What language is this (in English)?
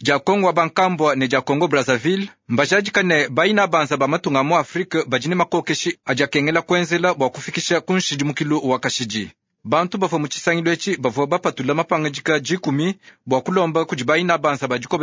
Luba-Lulua